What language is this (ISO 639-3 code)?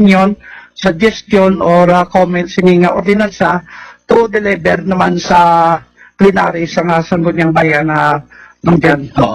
hil